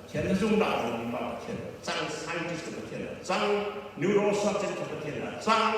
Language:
Falam Chin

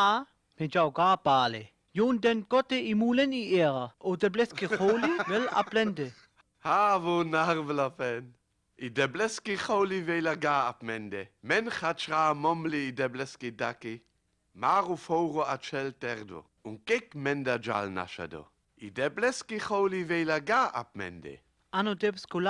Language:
Sinte Romani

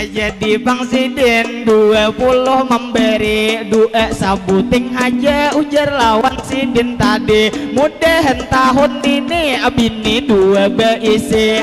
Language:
Banjar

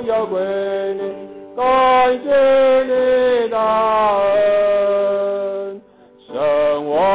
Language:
Chinese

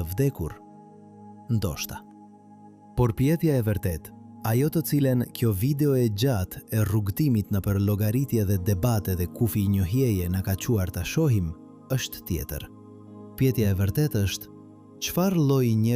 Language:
Albanian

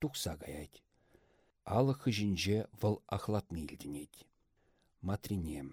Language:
Chuvash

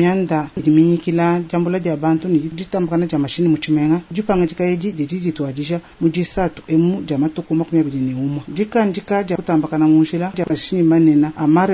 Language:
Luba-Lulua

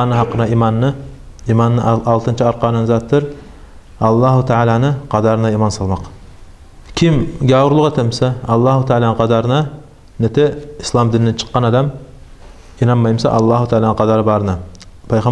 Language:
Kumyk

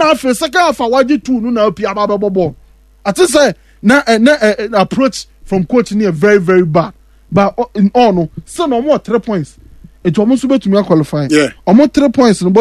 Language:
Akan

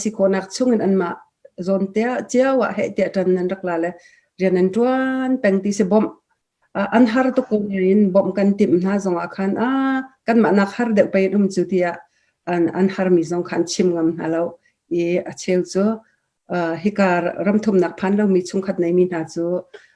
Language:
Hakha Chin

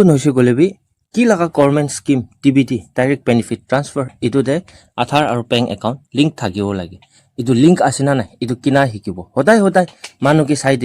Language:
Naga Pidgin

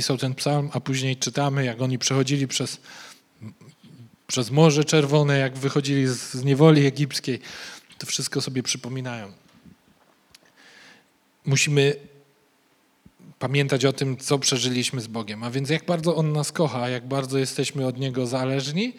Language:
Polish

